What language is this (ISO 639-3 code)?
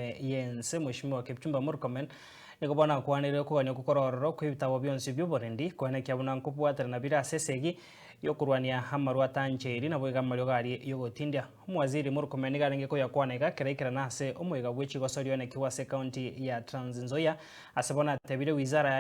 guz